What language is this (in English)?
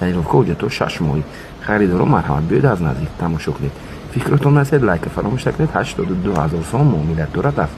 Tajik